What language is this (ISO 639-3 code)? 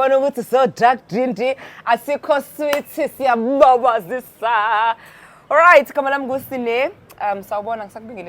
zul